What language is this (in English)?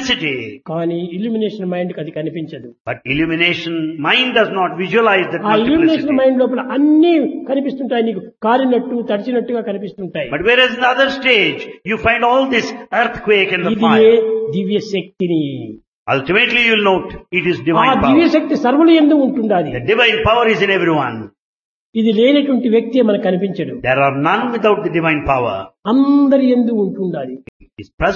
Telugu